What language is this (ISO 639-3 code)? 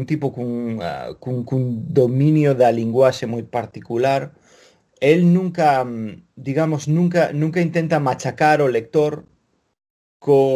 glg